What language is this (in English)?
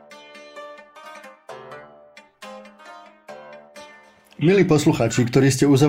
Slovak